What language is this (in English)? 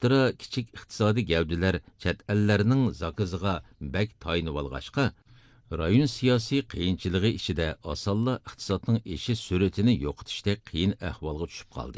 Uyghur